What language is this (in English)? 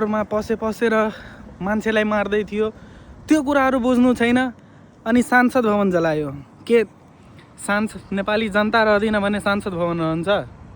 Nepali